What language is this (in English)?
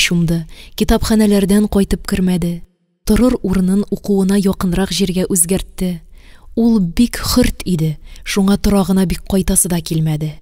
Tatar